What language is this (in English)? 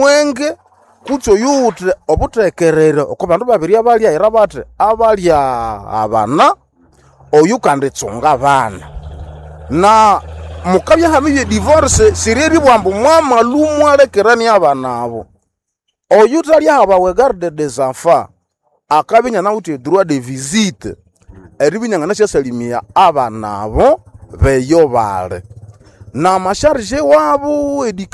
Nande